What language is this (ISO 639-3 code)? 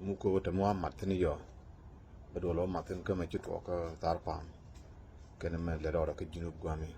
nus